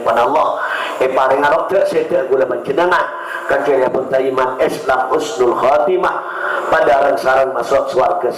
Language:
Madurese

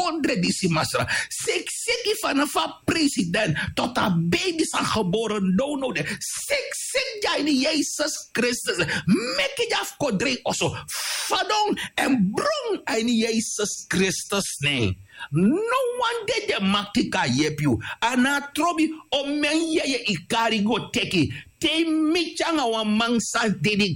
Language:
Sranan Tongo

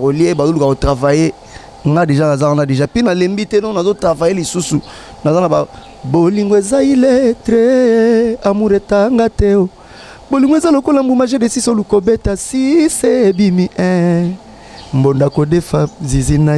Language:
Lingala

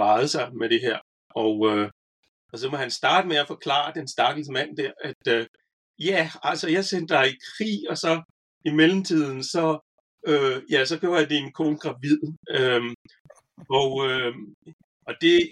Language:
Danish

